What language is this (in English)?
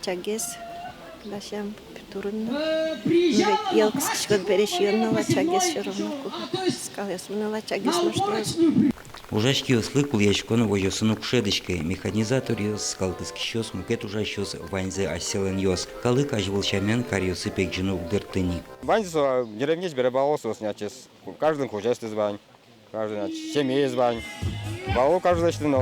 Udmurt